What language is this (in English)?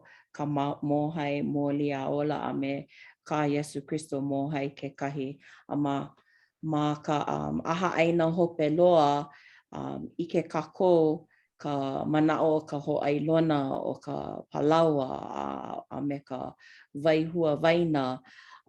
Hawaiian